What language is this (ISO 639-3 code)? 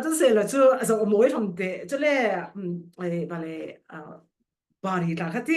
cfm